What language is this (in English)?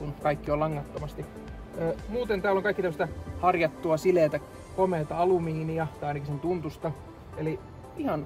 Finnish